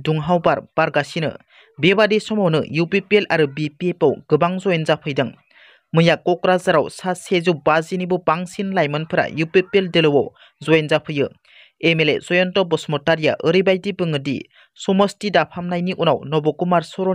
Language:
Bodo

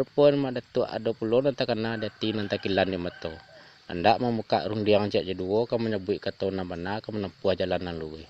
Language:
Minangkabau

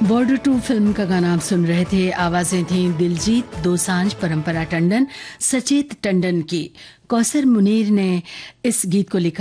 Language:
Hindi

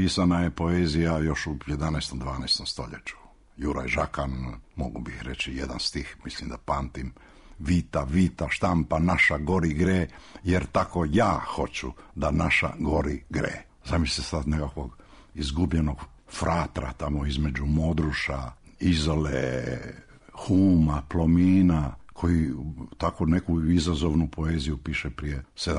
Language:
Croatian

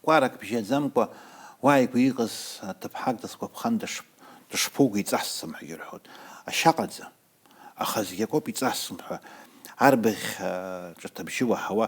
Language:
Abkhazian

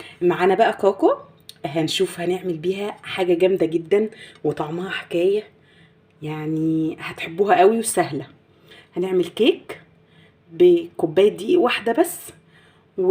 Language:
Egyptian Arabic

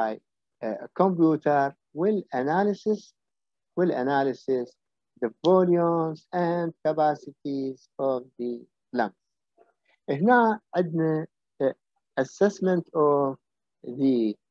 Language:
Mesopotamian Arabic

